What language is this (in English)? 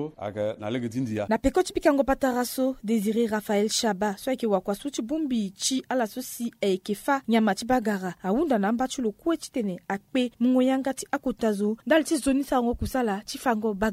Sango